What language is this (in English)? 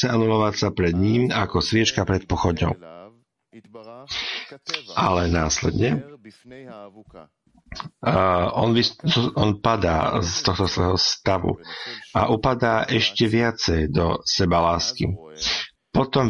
Slovak